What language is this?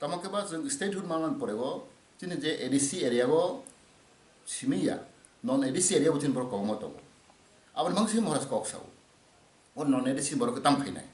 Kok Borok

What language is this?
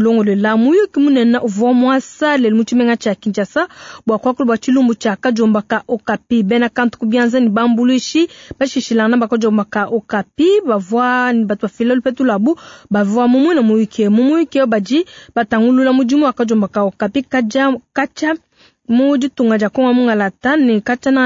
Luba-Lulua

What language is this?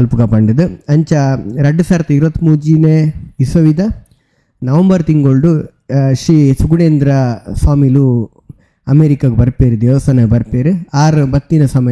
Tulu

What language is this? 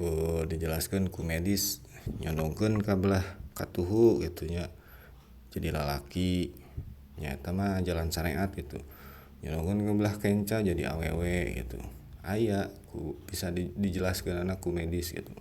Sundanese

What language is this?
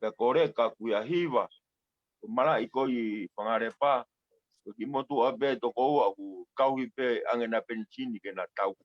Tongan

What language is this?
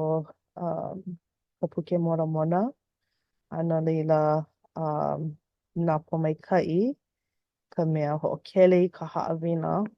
Hawaiian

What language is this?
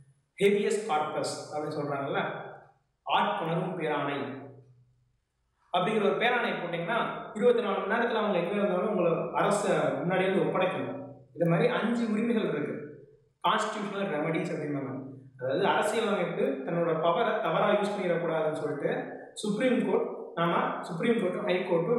Tamil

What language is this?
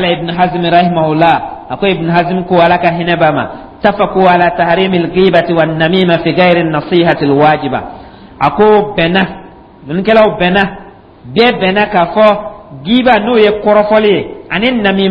Dyula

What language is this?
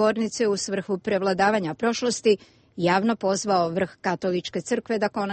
Bosnian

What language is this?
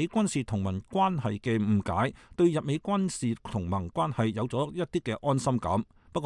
Cantonese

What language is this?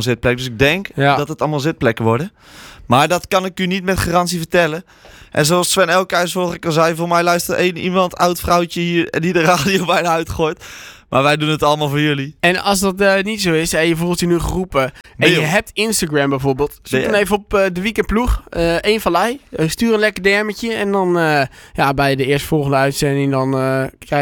Dutch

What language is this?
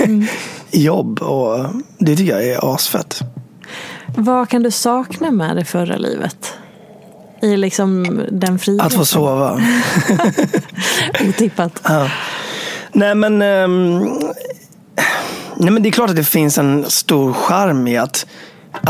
Swedish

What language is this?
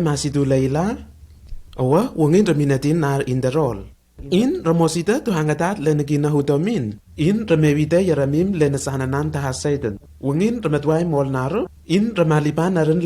Lenakel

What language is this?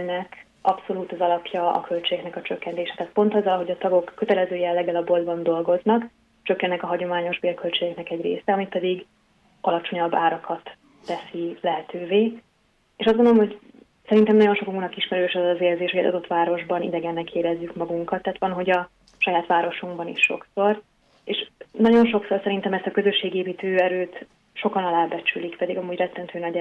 Hungarian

